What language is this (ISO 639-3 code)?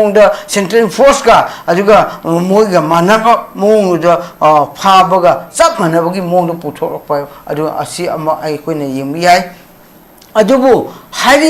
mni